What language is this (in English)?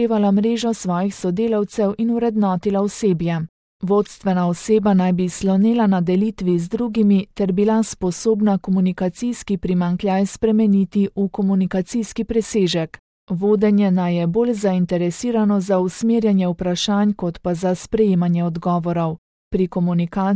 Slovenian